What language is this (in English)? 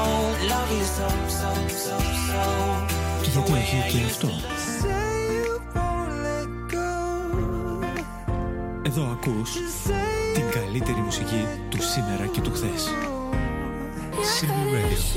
Greek